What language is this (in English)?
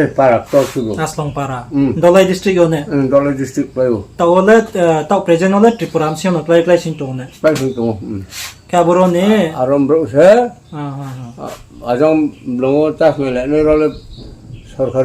Riang (India)